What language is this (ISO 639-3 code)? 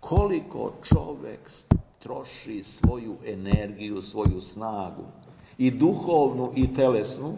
srp